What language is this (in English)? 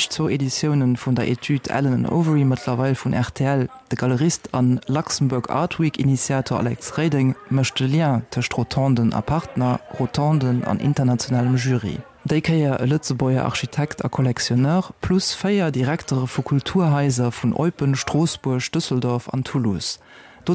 Luxembourgish